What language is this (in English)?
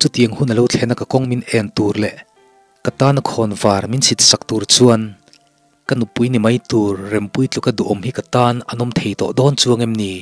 Mizo